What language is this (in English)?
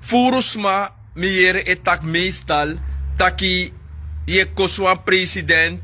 Sranan Tongo